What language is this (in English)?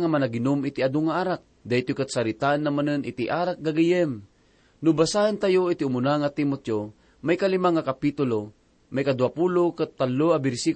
Iloko